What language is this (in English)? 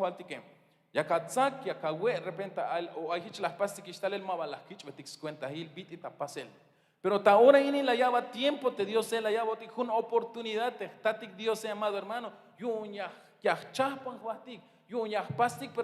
Tzeltal